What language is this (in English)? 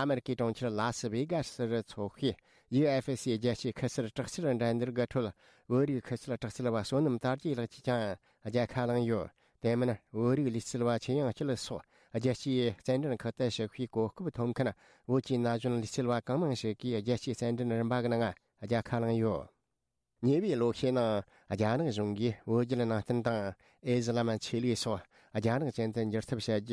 Tibetan